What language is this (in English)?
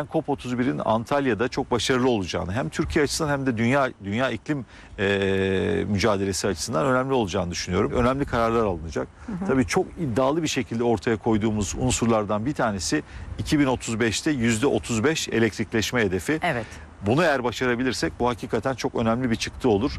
Turkish